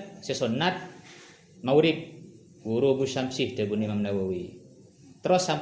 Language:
Madurese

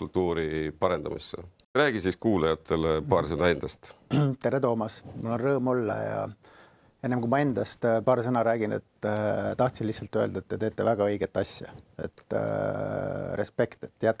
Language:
Estonian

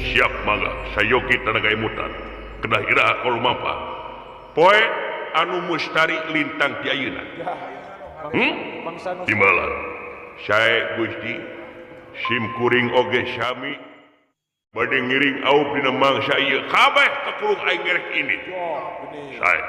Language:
Sundanese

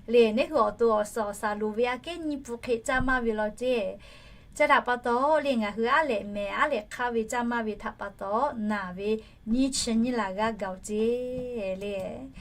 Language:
Lahu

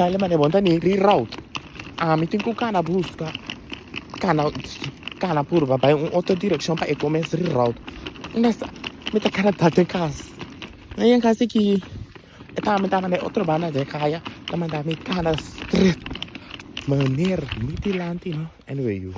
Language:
Papiamento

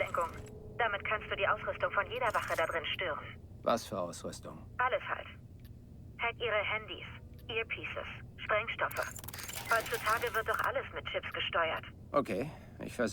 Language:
Bavarian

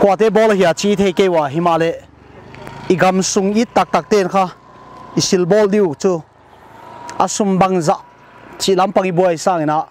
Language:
Paite Chin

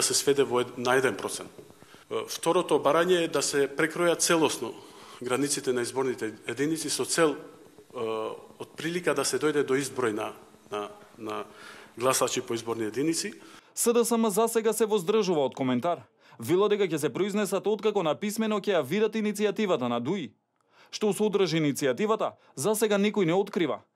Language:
Macedonian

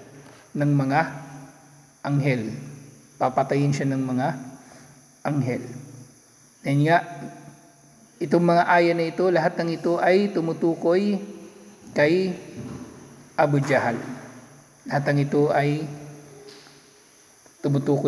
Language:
Filipino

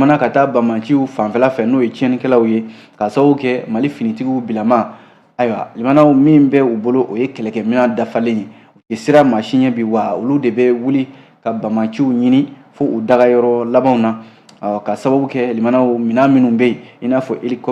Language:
Bambara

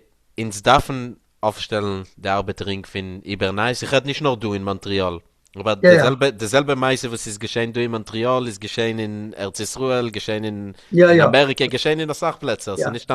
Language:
Yiddish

